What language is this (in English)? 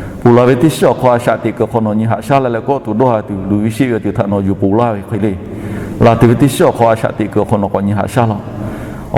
Lahu